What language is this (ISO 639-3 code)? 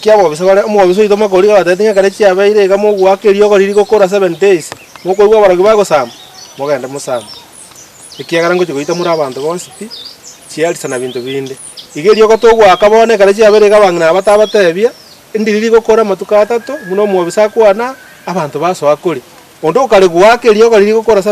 guz